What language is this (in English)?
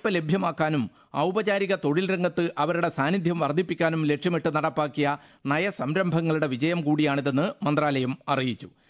Malayalam